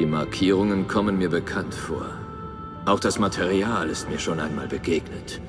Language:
Bavarian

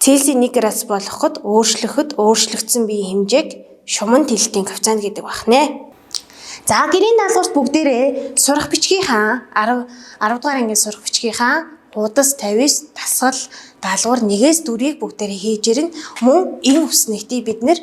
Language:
Mongolian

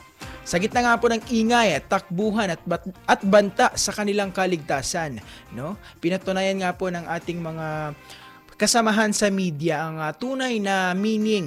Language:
Filipino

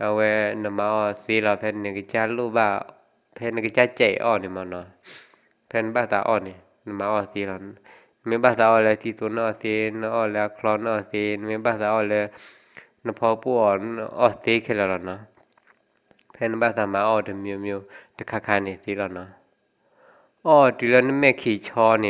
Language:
S'gaw Karen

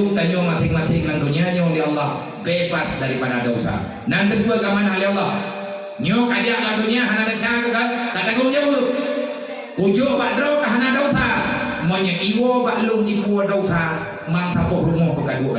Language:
Achinese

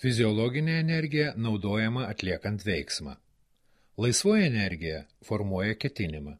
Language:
Lithuanian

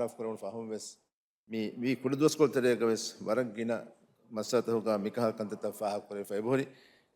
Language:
Divehi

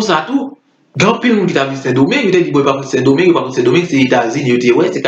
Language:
Haitian Creole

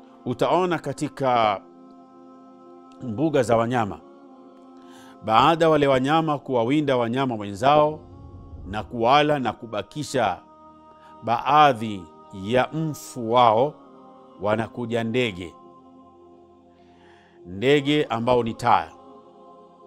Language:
Swahili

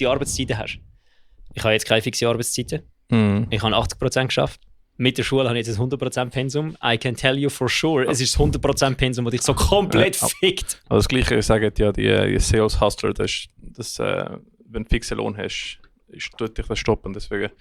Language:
Swiss German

